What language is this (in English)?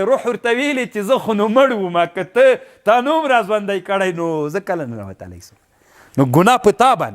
Pashto